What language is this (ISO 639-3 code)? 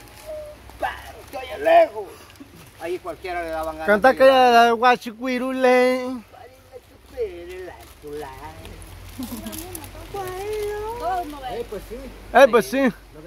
spa